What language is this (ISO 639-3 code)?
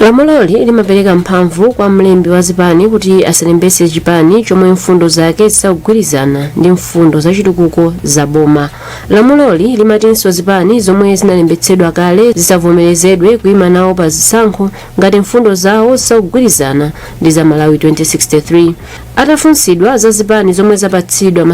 nya